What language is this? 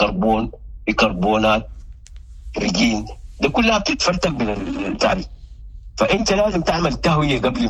Sudanese Arabic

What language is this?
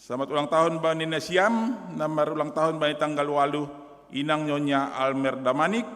Batak Simalungun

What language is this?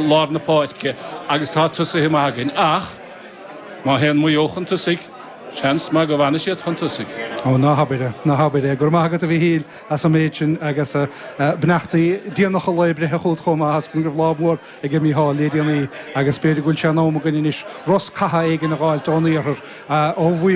Irish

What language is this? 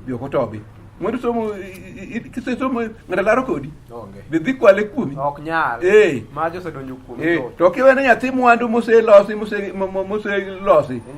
Luo (Kenya and Tanzania)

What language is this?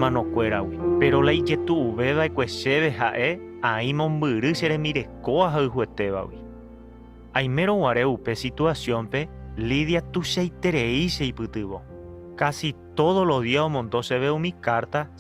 Guarani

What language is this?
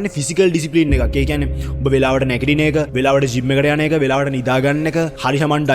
Sinhala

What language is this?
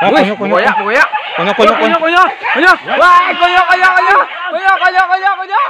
Minangkabau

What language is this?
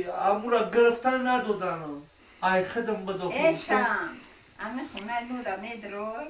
Tajik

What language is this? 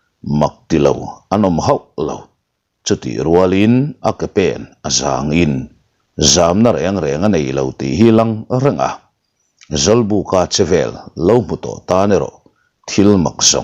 Mizo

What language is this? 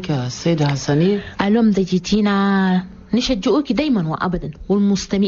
Chadian Arabic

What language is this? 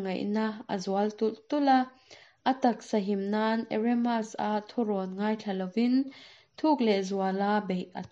Mizo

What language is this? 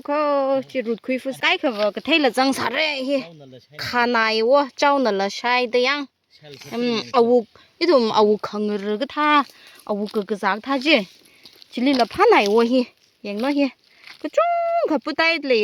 Tangkhul Naga (India)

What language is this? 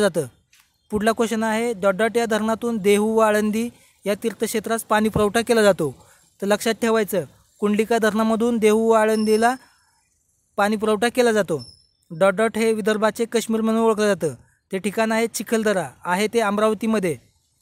Marathi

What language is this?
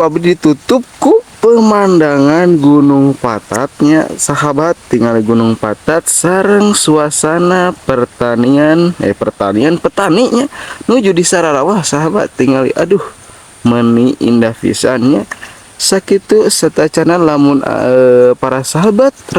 Sundanese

